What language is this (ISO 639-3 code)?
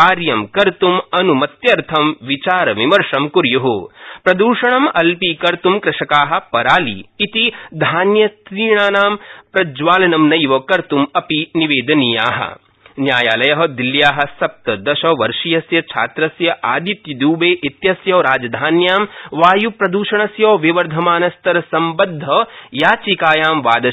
san